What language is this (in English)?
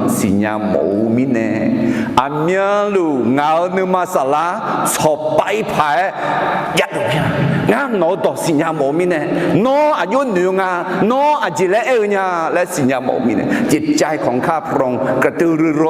Akha